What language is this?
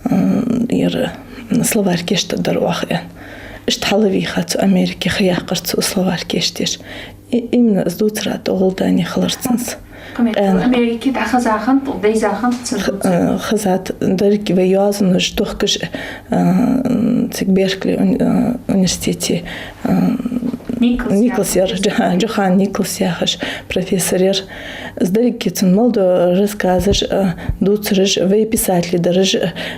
Ingush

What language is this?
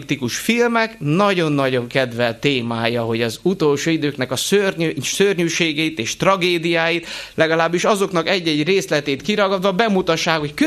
Hungarian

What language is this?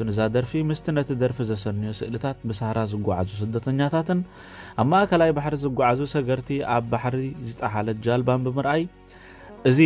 Tigrinya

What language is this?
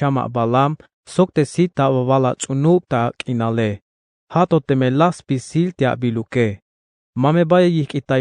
Tzeltal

